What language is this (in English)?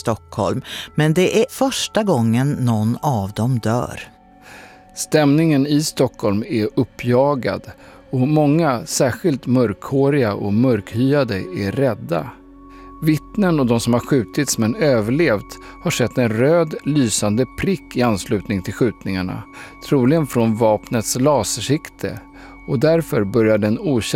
Swedish